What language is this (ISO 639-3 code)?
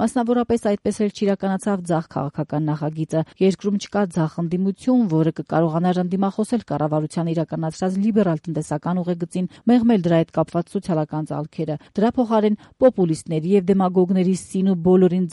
hye